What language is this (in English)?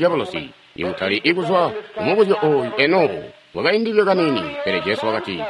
Tonga (Zambia)